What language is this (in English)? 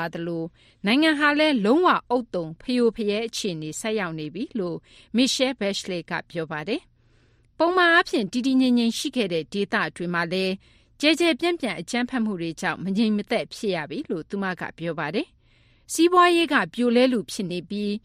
Burmese